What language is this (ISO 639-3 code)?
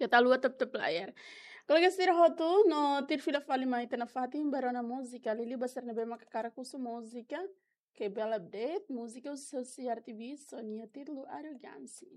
tet